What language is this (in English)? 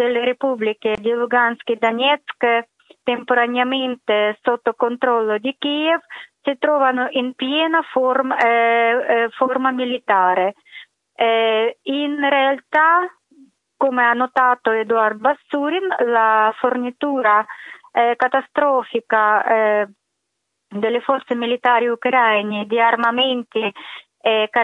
Italian